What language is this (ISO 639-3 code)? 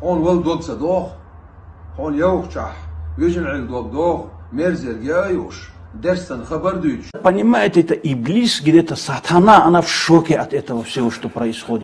che